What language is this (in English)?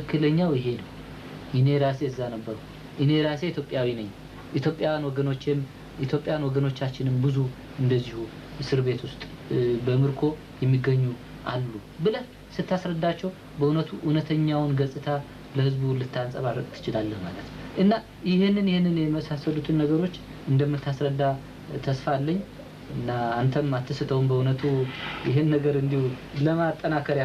Amharic